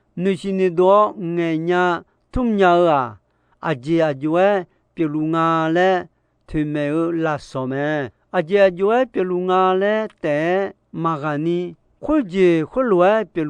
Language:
Akha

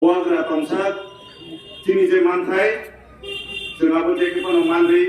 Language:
Kok Borok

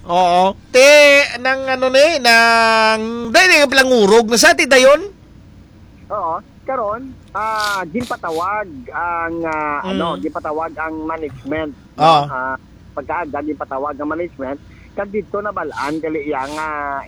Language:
Hiligaynon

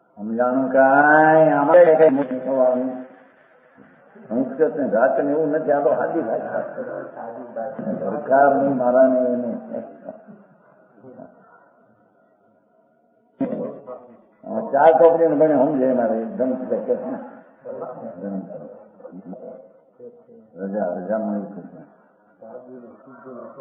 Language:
Gujarati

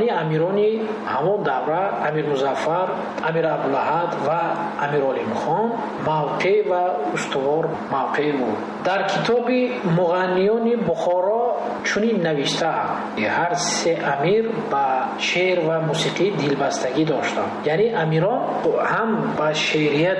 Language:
Tajik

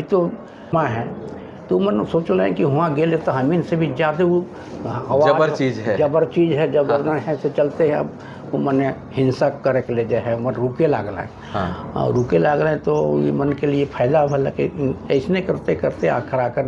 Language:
Sadri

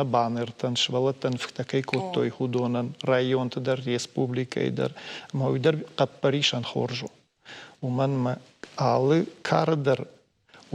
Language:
Ossetic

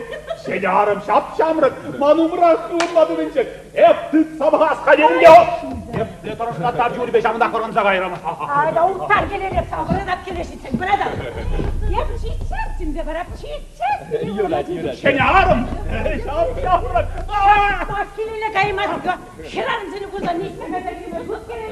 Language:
Chuvash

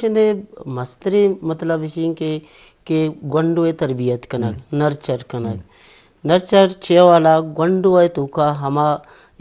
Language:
Eastern Balochi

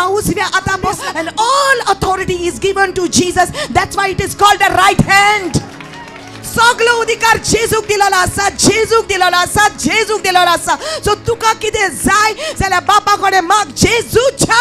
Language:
Konkani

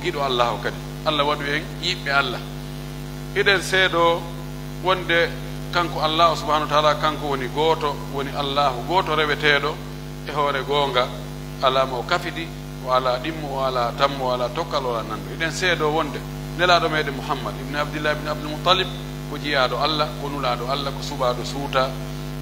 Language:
Pular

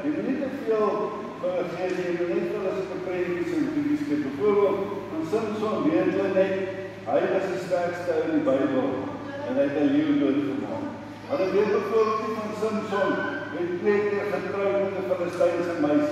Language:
Afrikaans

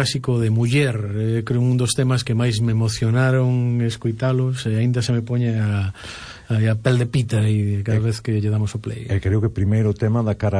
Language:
Galician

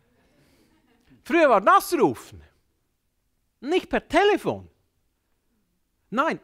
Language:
German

